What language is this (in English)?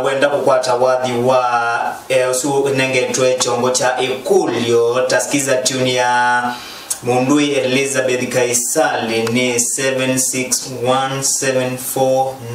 Kamba